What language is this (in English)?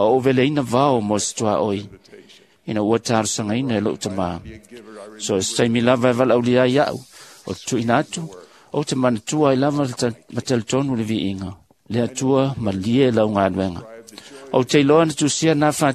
Samoan